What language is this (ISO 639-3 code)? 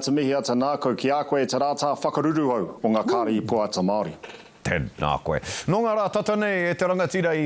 mri